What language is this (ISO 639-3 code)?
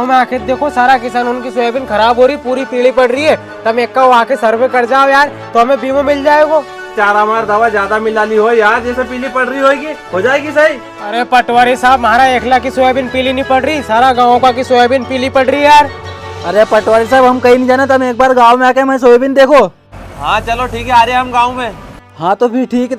raj